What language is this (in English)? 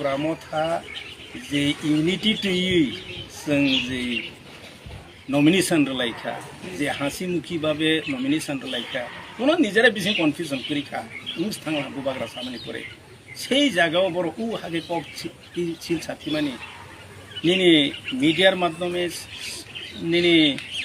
Kok Borok